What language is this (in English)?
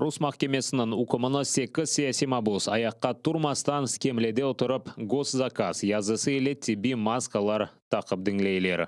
Crimean Tatar